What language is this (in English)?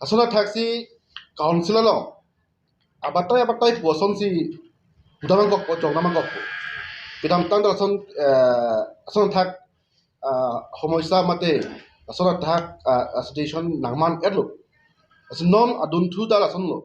Karbi